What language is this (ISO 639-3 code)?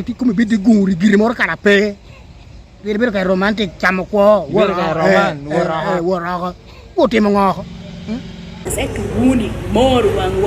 laj